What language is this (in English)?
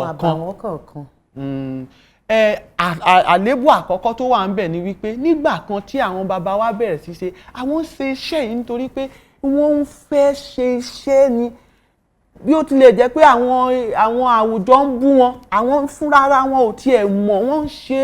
Yoruba